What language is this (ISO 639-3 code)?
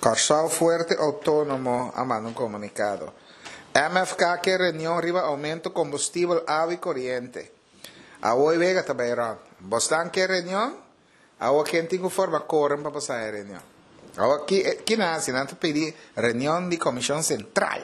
pap